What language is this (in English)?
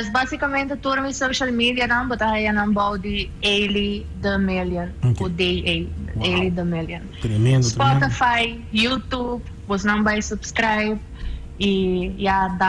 Papiamento